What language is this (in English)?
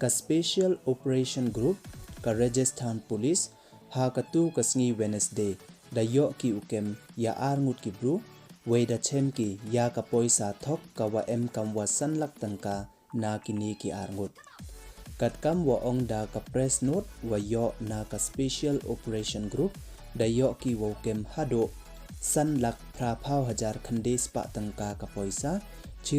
Pnar